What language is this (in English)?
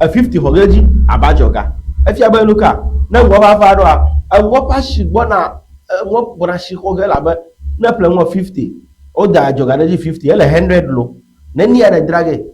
Ewe